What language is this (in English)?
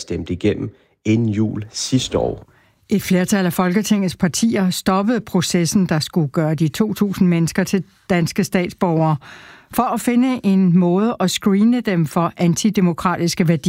Danish